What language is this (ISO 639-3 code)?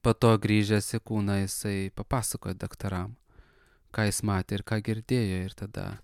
lit